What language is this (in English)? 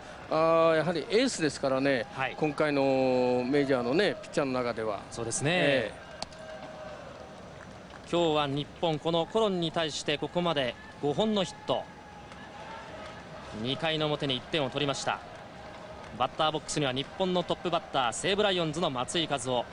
Japanese